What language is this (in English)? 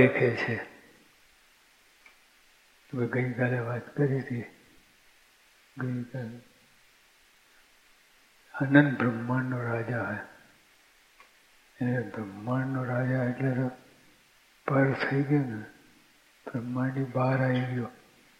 Gujarati